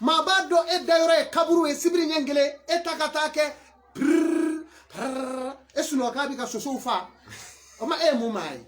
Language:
Bambara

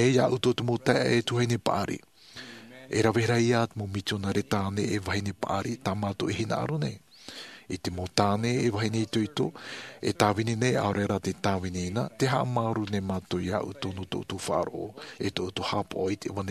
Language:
Tahitian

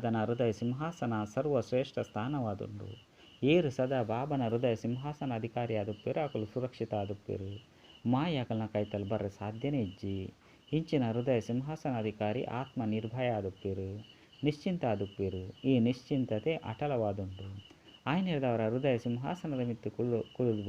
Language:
Tulu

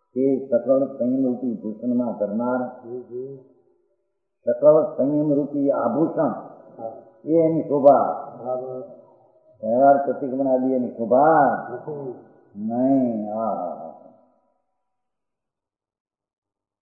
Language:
Gujarati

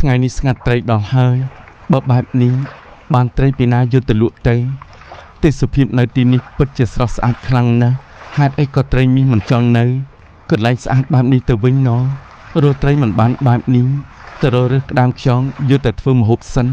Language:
Khmer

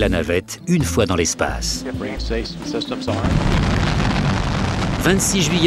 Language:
French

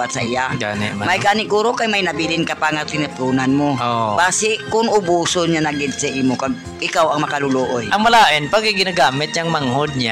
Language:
Hiligaynon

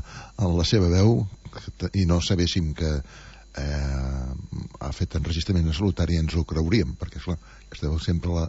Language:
Catalan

